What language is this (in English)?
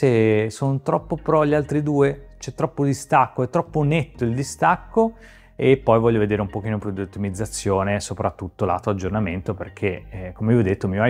Italian